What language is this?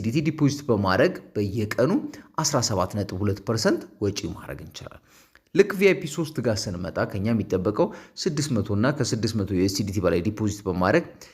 Amharic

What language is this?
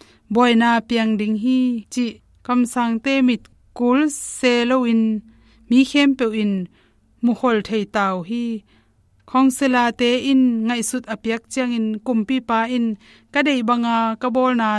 Tedim Chin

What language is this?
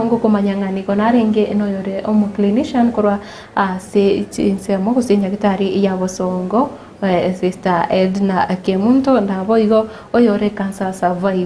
Gusii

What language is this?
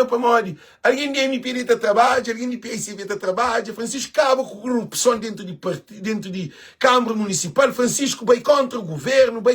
Kabuverdianu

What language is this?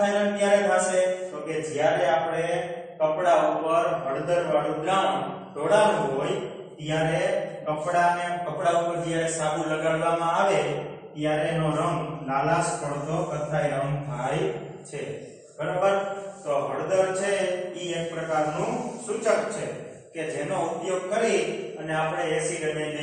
Gujarati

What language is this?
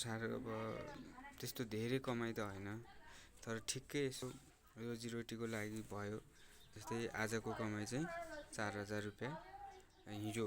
Nepali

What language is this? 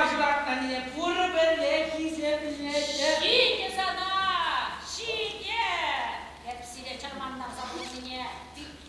Chuvash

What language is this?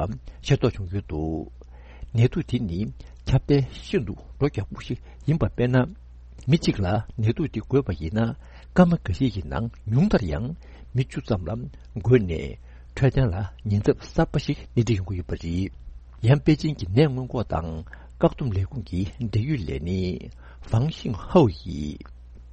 Tibetan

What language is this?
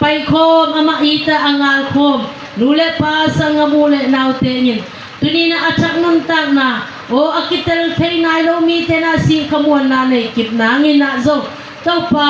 Tedim Chin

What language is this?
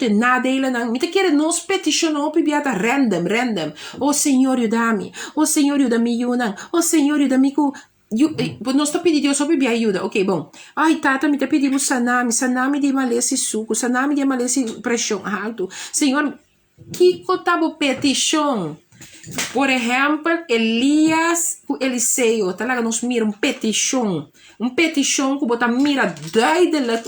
Papiamento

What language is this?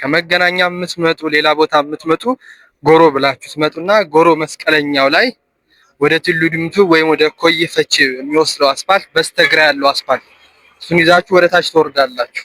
Amharic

